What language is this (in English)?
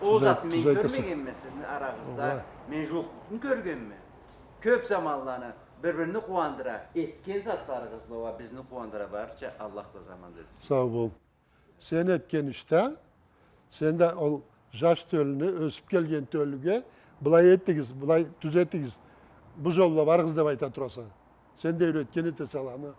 Karachay-Balkar